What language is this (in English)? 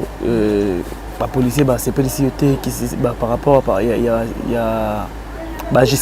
Lingala